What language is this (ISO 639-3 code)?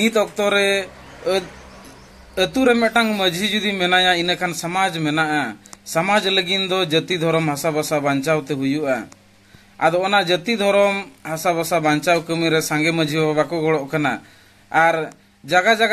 sat